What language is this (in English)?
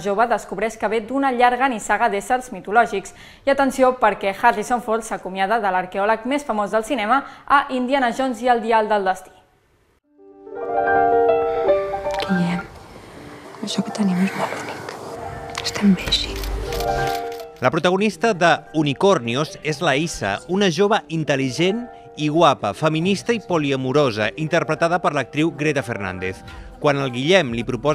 Catalan